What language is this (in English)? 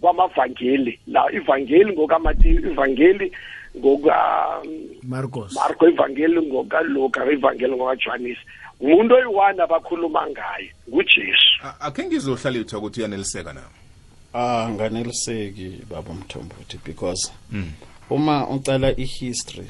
South Ndebele